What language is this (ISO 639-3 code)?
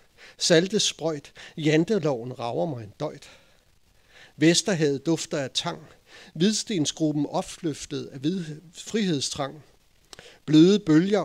dan